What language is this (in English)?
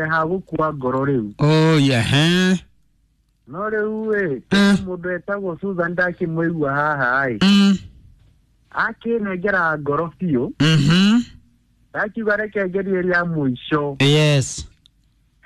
Kikuyu